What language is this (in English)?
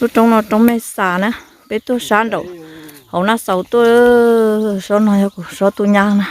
Hmong